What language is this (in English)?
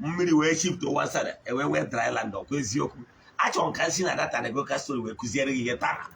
Igbo